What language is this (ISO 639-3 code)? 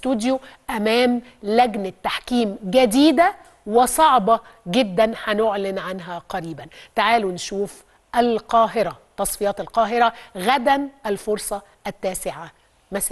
arz